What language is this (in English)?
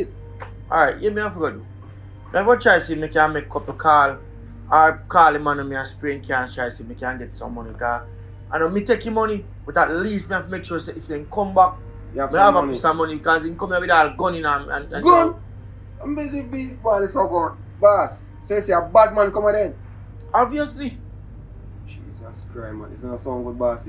Jamaican Creole English